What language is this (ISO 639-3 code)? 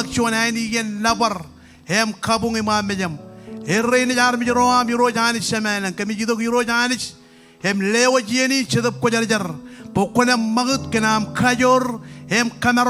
mah